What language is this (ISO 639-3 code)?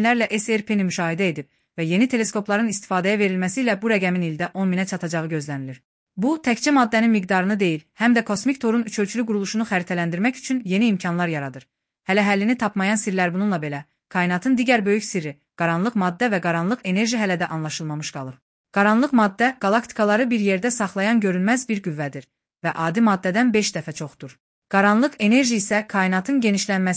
aze